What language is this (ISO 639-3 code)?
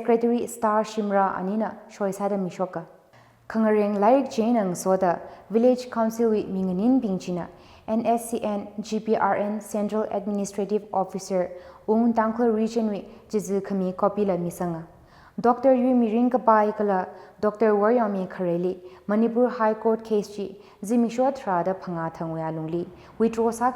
nmf